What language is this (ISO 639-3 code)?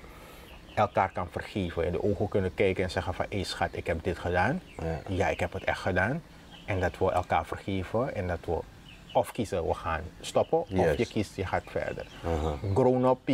nld